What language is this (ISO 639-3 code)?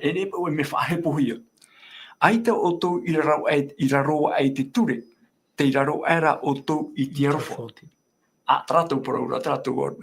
tah